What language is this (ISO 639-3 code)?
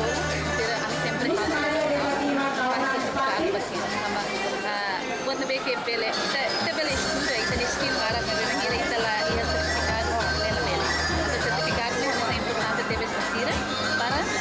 tet